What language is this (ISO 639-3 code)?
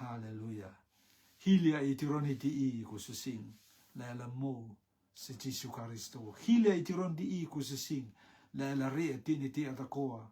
rtm